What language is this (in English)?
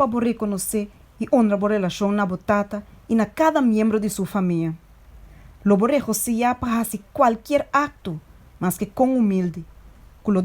Papiamento